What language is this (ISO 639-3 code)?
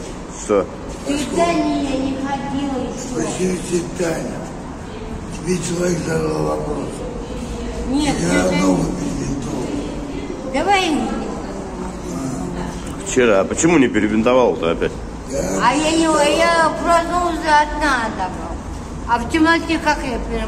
rus